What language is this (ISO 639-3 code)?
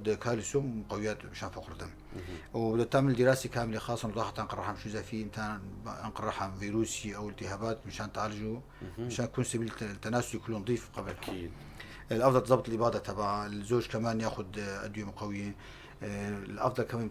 apc